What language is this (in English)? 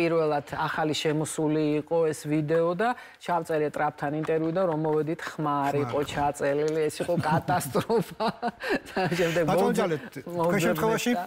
Georgian